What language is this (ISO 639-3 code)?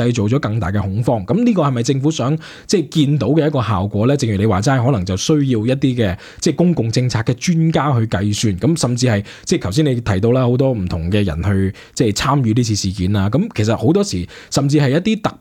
yue